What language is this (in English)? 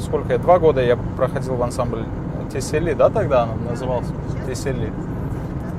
Crimean Tatar